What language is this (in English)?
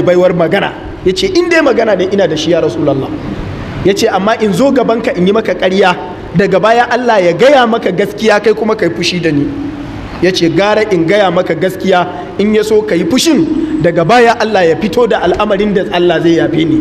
Hausa